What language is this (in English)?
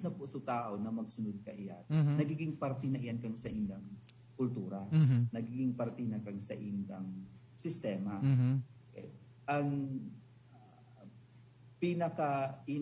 Bikol